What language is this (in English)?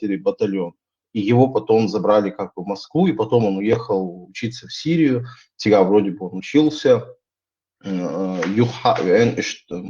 Chechen